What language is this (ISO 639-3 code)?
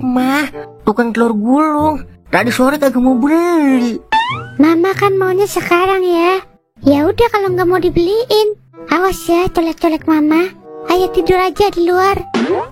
bew